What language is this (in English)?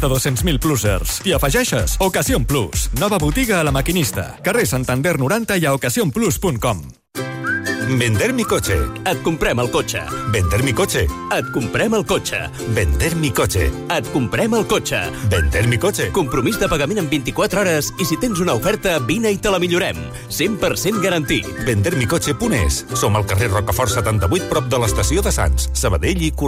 Catalan